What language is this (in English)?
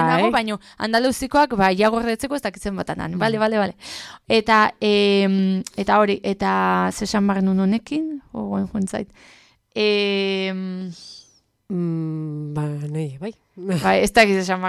Basque